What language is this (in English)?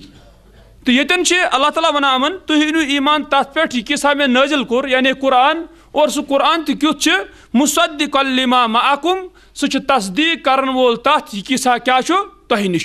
Kashmiri